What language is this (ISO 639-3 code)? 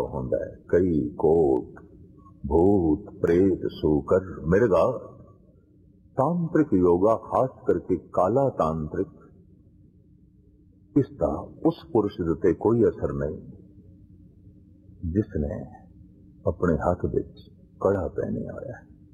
pan